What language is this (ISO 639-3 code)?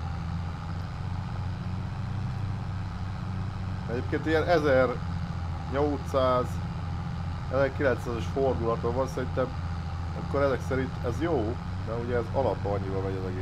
hun